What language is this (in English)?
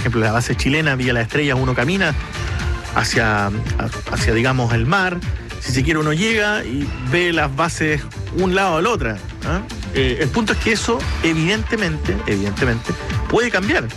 Spanish